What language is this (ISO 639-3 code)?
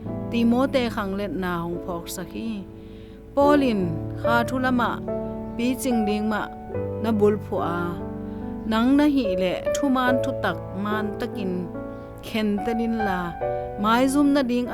ctd